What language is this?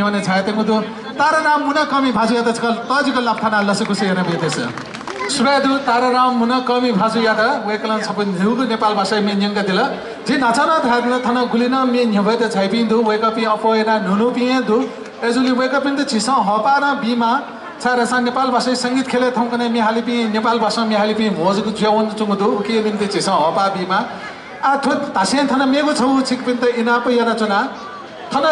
Newari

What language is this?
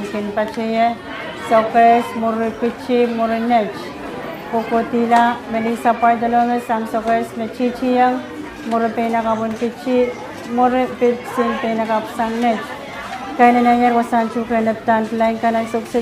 Pohnpeian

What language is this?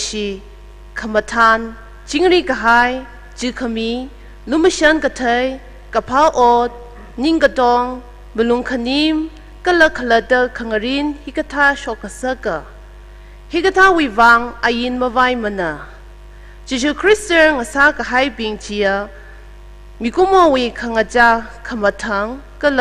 Tangkhul Naga (India)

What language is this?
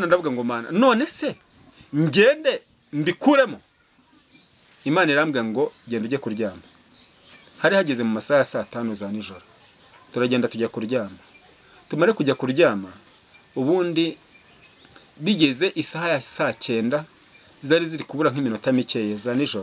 Kinyarwanda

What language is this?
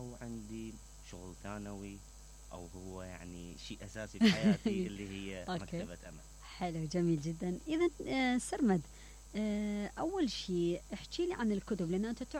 Mesopotamian Arabic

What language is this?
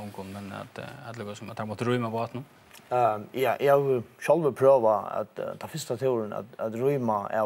Faroese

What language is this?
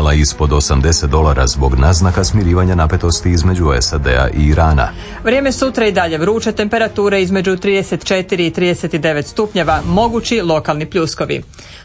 Croatian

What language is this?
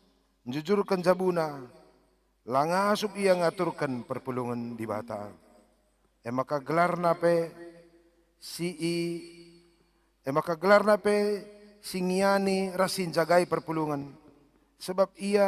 Batak Karo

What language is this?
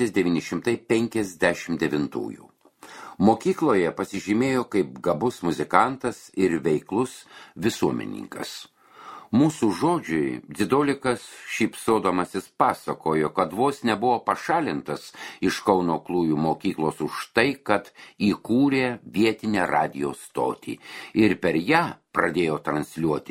Lithuanian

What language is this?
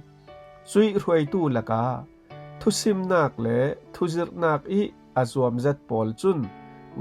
Falam Chin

